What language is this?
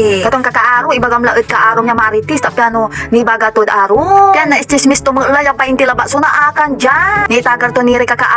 Pangasinan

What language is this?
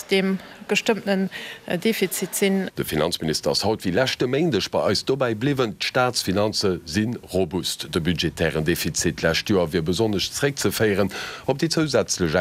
Luxembourgish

